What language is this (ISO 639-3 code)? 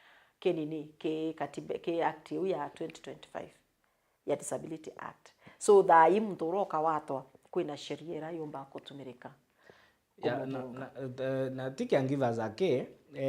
mer